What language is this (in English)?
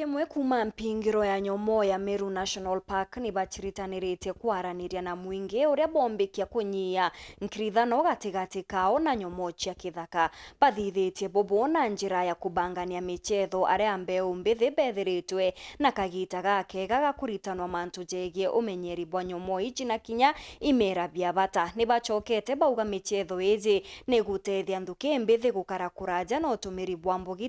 Meru